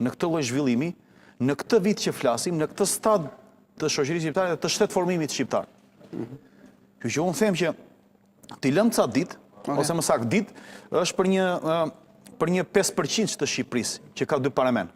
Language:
Albanian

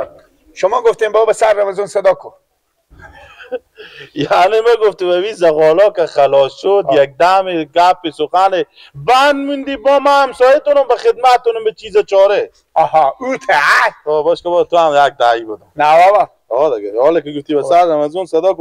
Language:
Persian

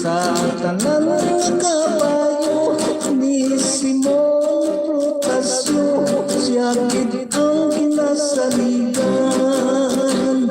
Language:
Hiligaynon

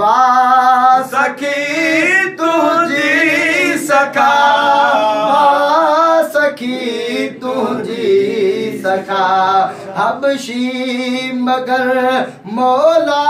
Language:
Sindhi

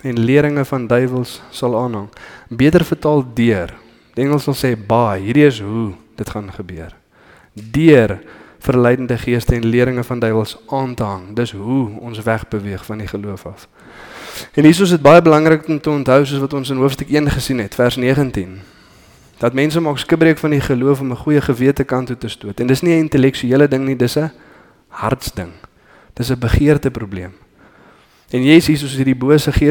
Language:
Afrikaans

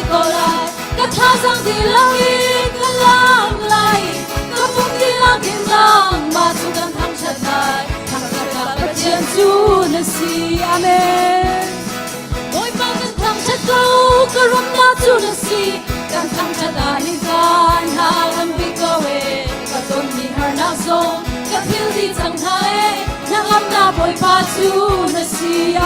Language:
Hakha Chin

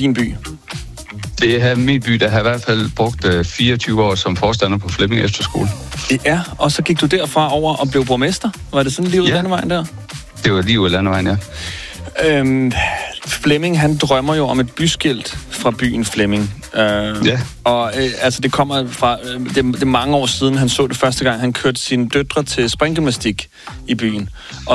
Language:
Danish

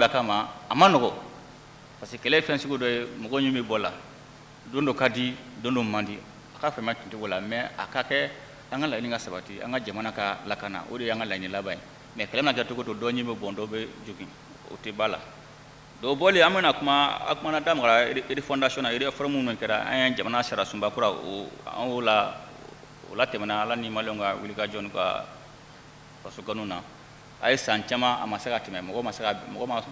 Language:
Bambara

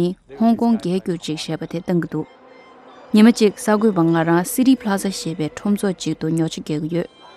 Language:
Tibetan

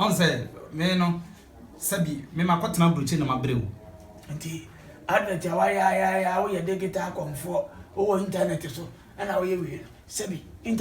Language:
Akan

